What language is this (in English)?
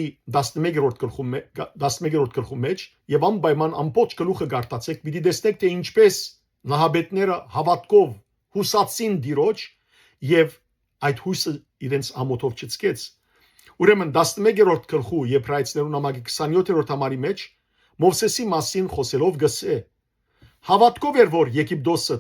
Western Armenian